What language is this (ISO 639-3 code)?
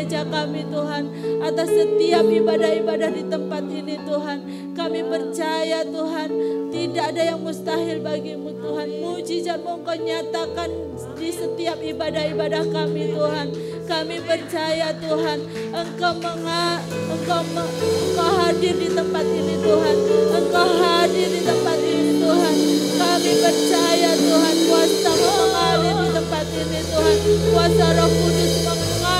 ind